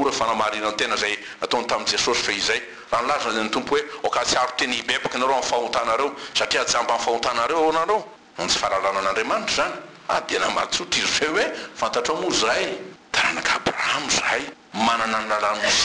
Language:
Malagasy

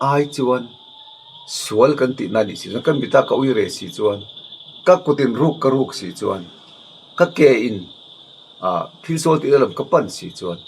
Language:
Mizo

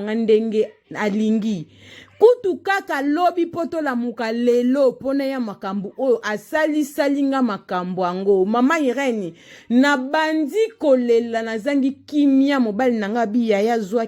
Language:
Lingala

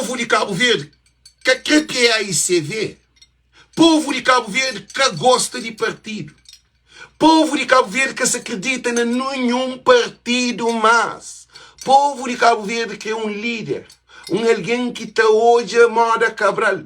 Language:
Kabuverdianu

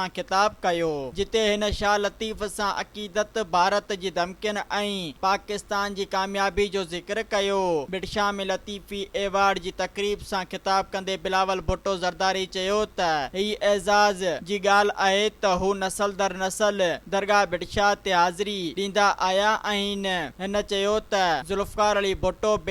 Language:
Sindhi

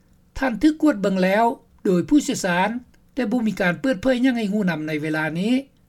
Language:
Lao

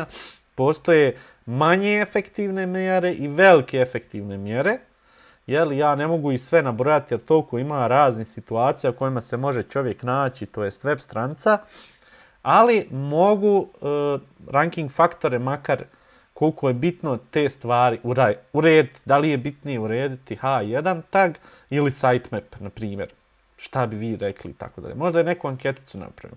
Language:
Bosnian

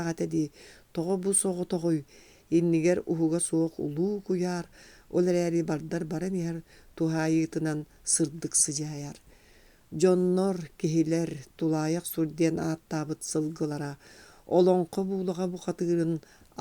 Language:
Yakut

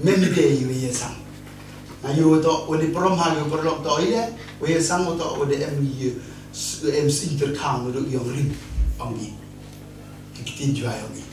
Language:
Khasi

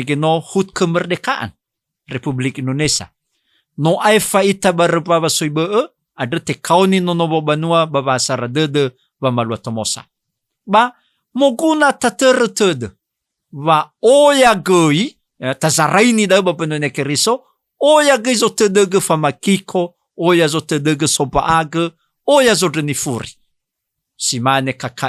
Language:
Nias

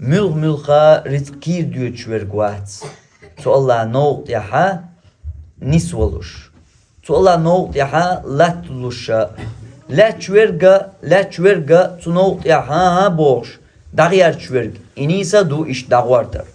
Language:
Chechen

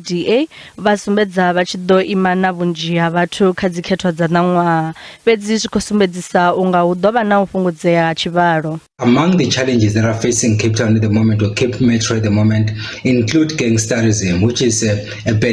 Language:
Venda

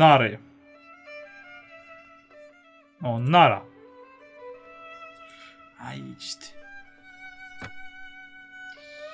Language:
Polish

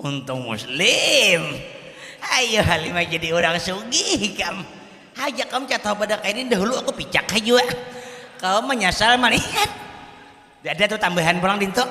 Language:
Banjar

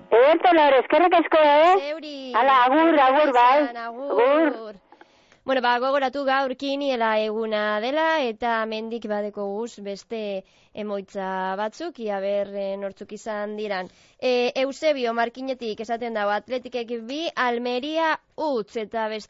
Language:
Basque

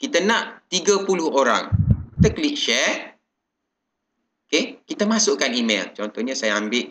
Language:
Malay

